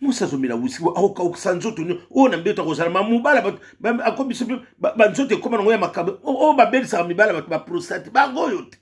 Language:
Lingala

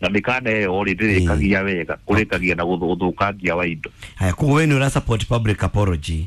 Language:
Kikuyu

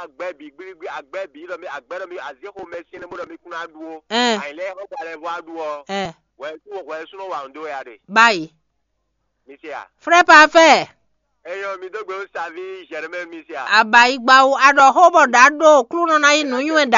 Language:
Fon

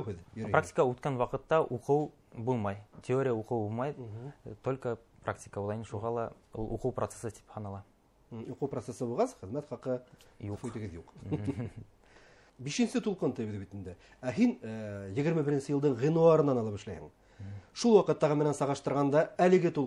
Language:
Bashkir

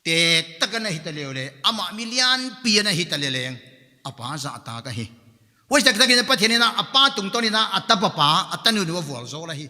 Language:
Paite Chin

